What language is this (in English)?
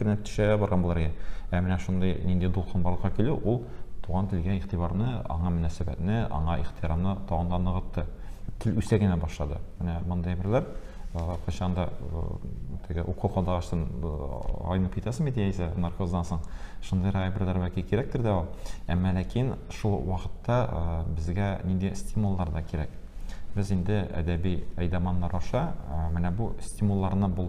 Tatar